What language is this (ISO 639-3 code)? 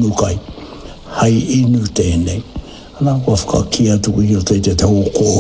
mri